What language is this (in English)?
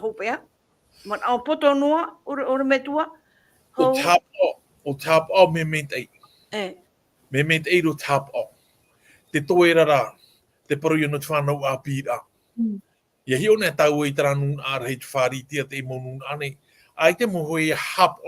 Tahitian